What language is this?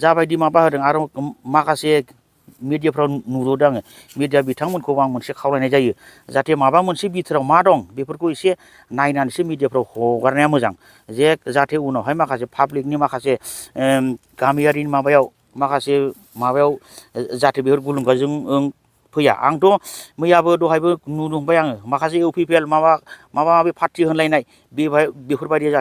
Bodo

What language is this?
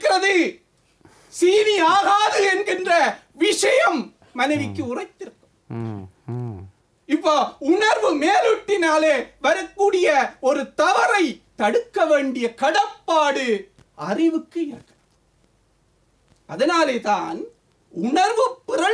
Tamil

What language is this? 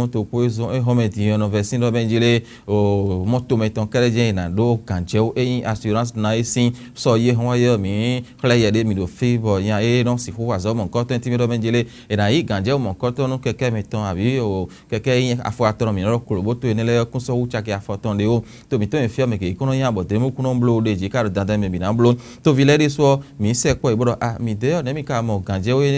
Fon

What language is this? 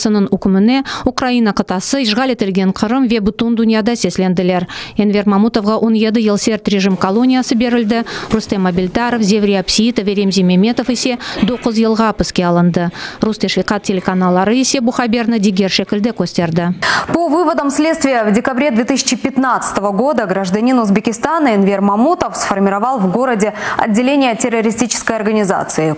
Crimean Tatar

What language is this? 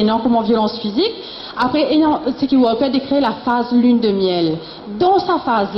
Morisyen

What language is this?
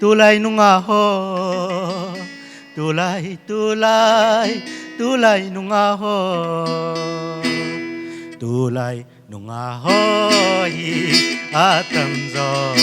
Paite Chin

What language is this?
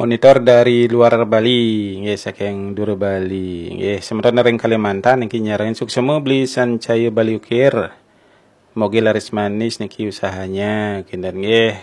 Balinese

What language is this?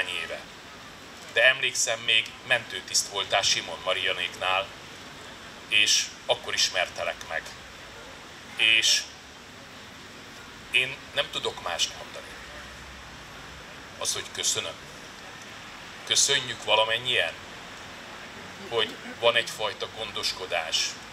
Hungarian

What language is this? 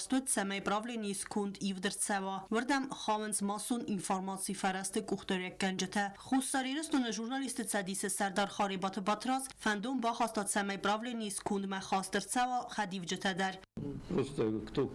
Ossetic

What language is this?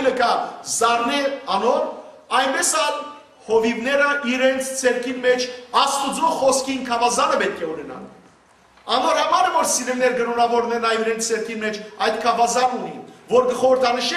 Western Armenian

